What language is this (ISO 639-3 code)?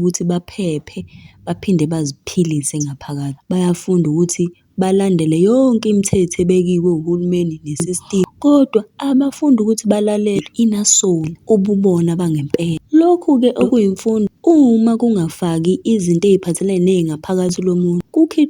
zul